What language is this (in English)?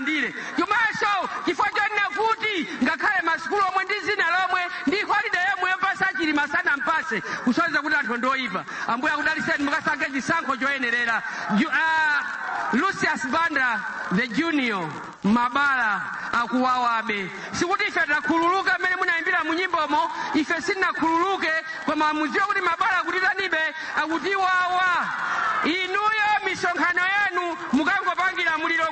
Nyanja